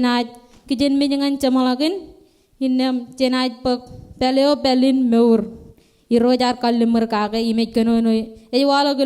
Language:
Marshallese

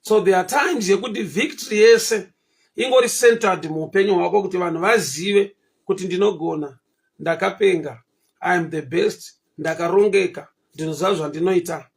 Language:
Shona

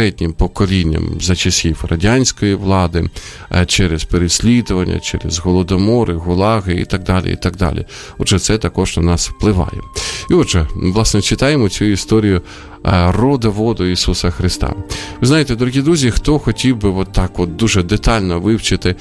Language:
Ukrainian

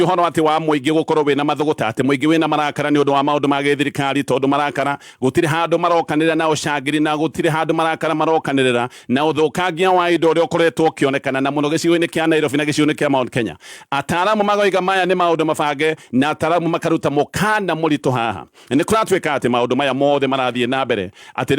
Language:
Kikuyu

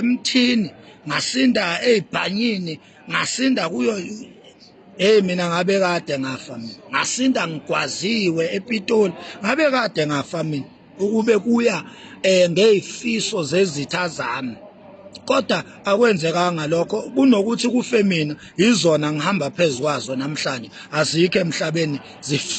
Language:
Zulu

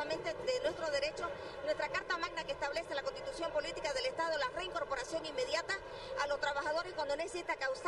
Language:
Spanish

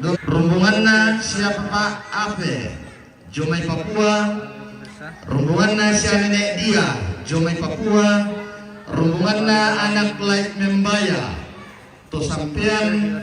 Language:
Toraja-Sa'dan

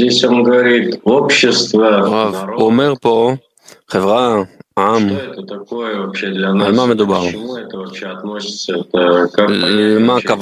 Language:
Hebrew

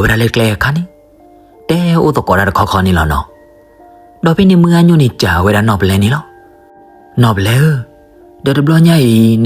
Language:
S'gaw Karen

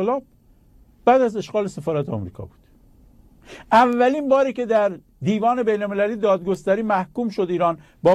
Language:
Persian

